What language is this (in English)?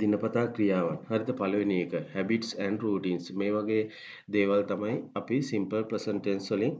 Sinhala